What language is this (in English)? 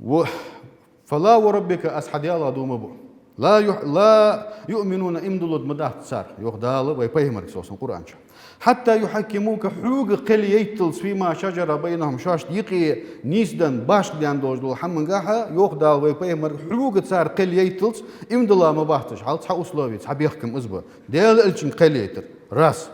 Ingush